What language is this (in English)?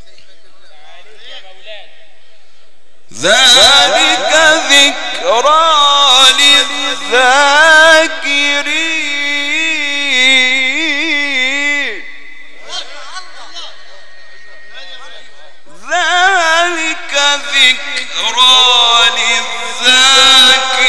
Arabic